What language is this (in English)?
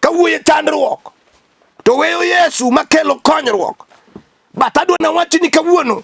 Luo (Kenya and Tanzania)